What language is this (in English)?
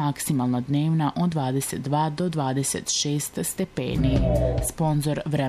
Serbian